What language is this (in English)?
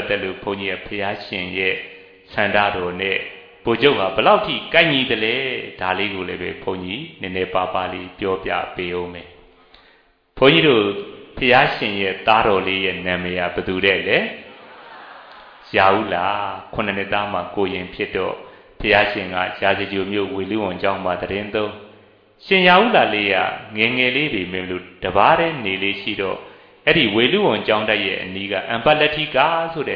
Burmese